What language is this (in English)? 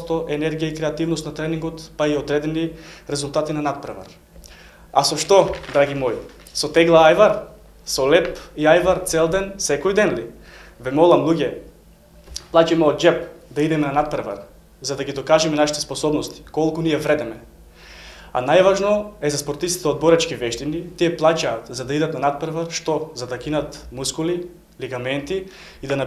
Macedonian